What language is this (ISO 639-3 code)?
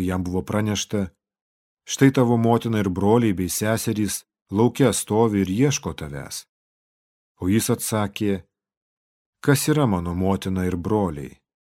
lit